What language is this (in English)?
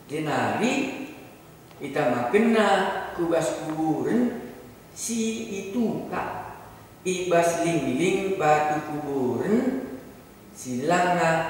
Batak Karo